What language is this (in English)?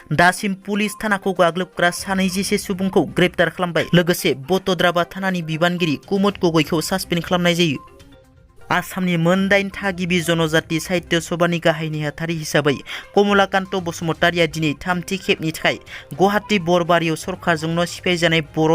Bodo